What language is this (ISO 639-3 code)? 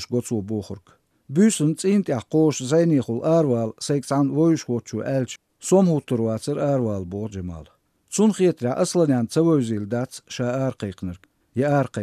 che